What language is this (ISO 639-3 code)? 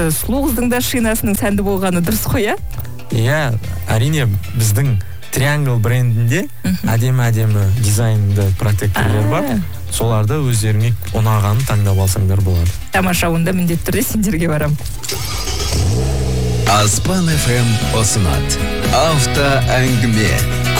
kaz